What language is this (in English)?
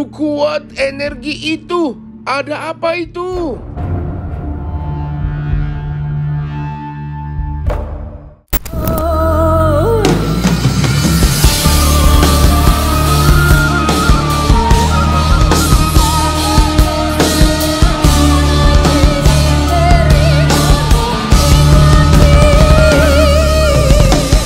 Indonesian